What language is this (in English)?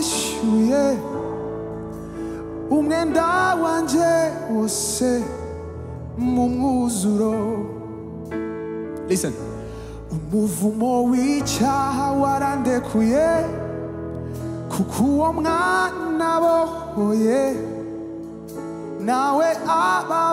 Kinyarwanda